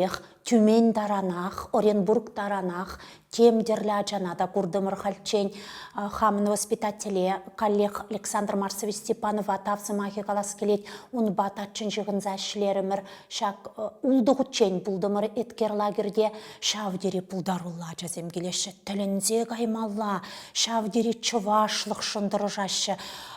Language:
Chuvash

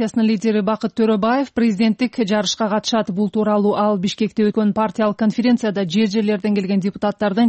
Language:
Kyrgyz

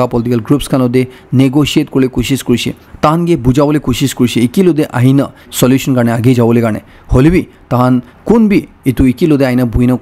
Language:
Naga Pidgin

